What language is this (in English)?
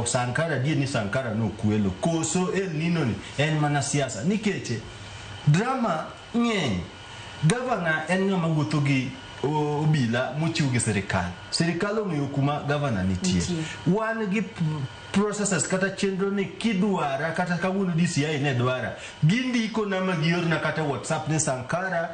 Luo (Kenya and Tanzania)